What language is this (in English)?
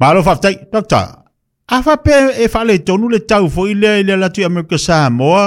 Samoan